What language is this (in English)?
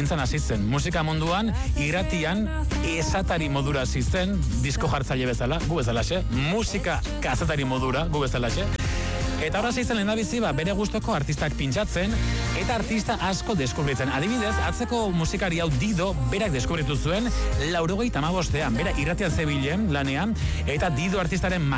Basque